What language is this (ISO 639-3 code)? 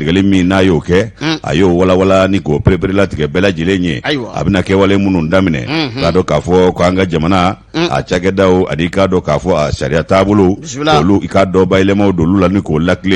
bam